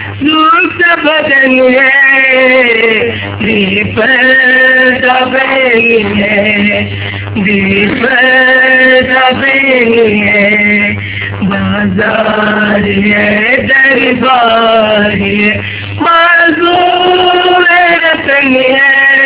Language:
Urdu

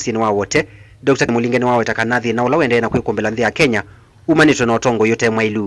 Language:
Kamba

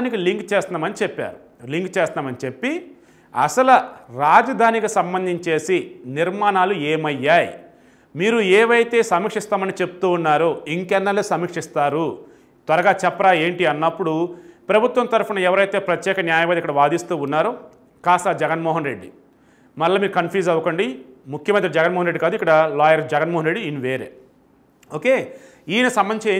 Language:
Telugu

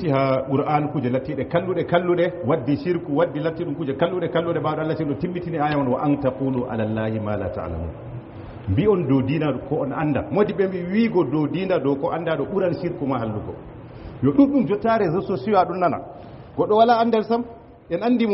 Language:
Fula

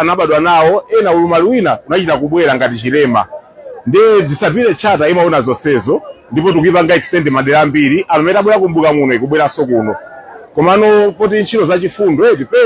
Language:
Nyanja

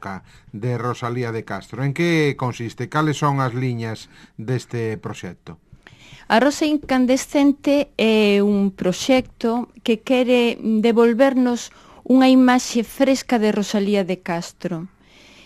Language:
Galician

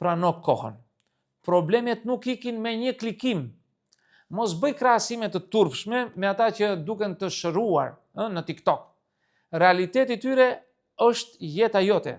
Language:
Albanian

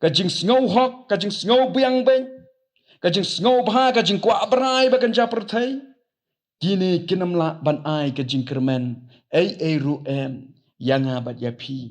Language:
Khasi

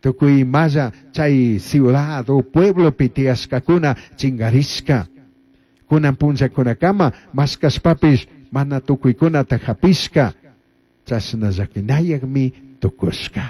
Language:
Chimborazo Highland Quichua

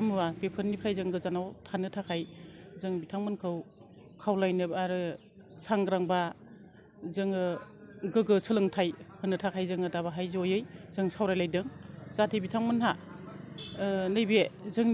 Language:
Bodo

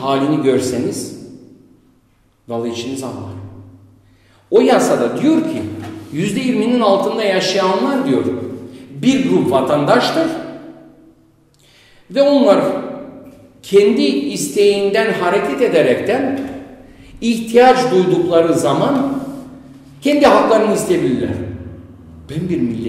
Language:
Turkish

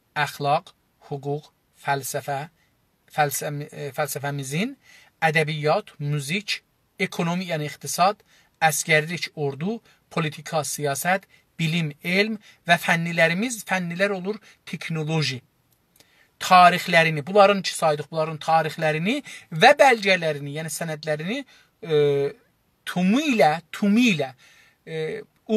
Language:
South Azerbaijani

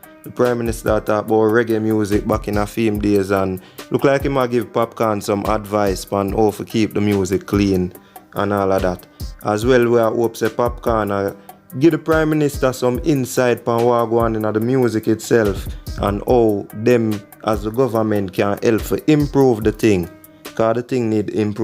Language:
Jamaican Creole English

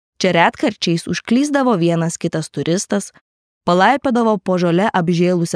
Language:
Lithuanian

